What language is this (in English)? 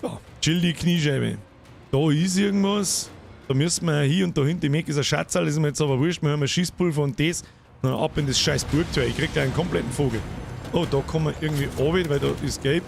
Bavarian